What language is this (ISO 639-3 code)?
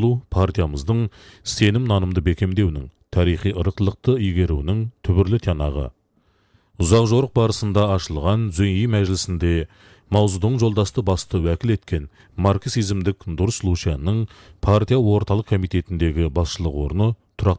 kaz